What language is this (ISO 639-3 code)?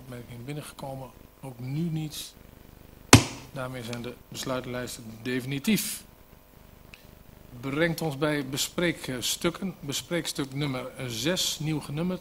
nld